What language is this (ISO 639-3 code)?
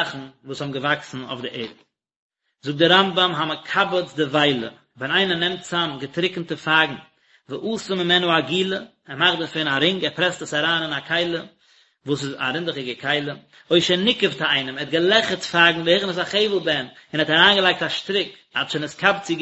yid